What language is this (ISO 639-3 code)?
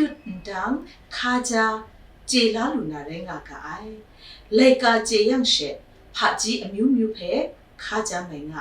kac